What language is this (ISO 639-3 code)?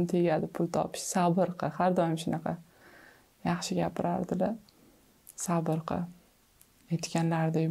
uzb